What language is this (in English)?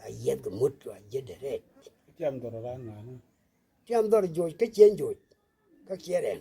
Nuer